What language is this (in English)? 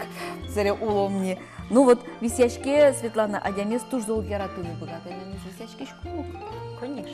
Udmurt